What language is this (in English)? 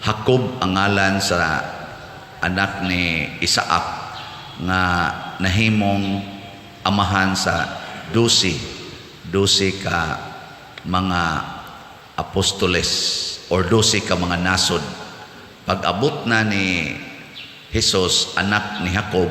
Cebuano